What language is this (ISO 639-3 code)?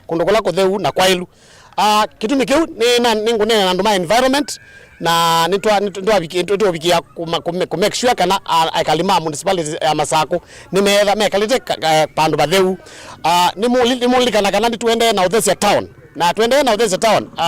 kam